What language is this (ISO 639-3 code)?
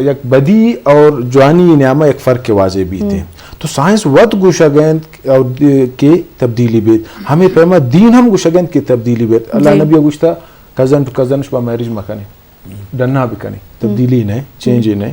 bgp